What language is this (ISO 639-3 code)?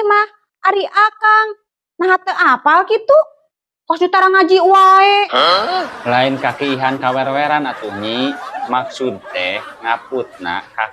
sun